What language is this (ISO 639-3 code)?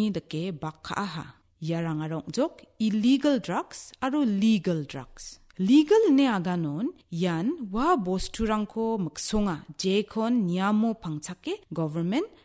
grt